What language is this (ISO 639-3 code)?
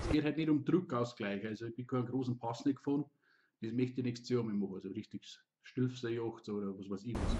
bar